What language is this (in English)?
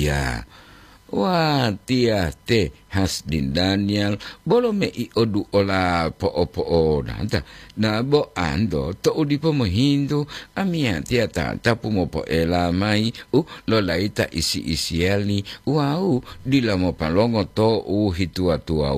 Gorontalo